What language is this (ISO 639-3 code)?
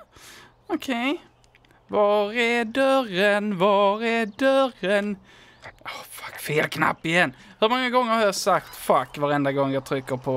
swe